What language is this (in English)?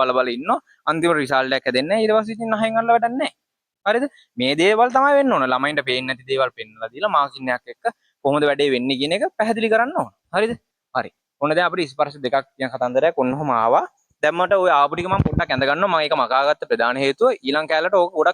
Sinhala